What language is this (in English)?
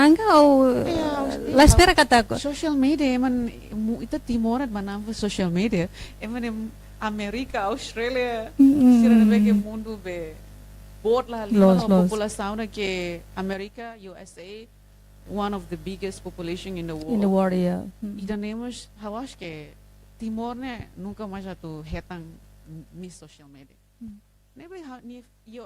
Tetum